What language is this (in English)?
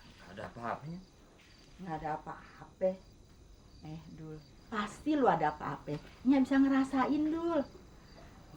Betawi